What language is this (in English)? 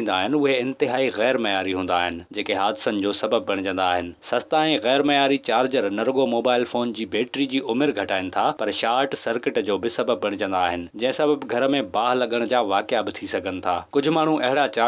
Sindhi